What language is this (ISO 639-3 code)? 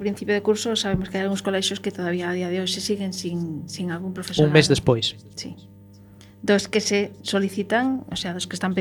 glg